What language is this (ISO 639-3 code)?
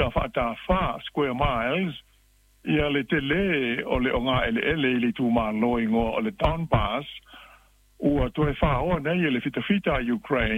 smo